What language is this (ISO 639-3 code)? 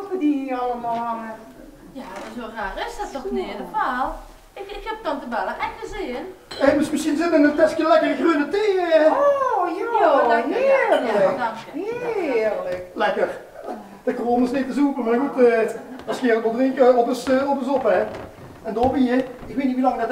lim